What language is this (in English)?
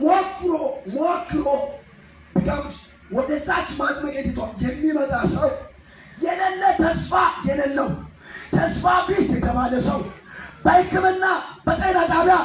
Amharic